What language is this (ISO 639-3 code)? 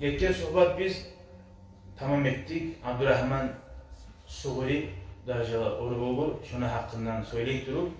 kum